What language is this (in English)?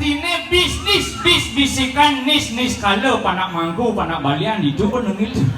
Balinese